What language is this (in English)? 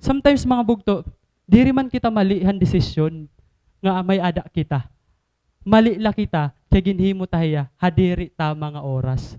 Waray